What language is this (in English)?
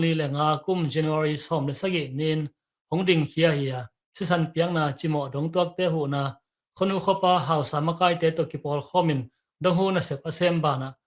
Tedim Chin